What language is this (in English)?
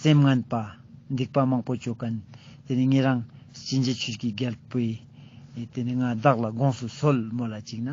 Ladakhi